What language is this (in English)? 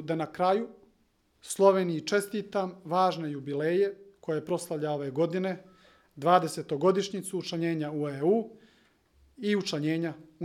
Slovenian